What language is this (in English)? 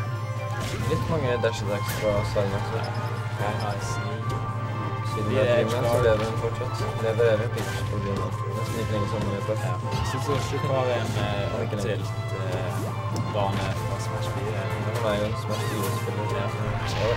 Norwegian